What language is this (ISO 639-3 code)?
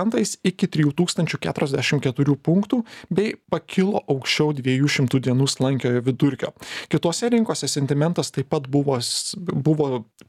lit